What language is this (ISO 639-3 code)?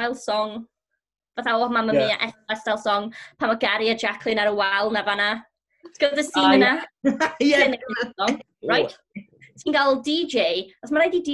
cym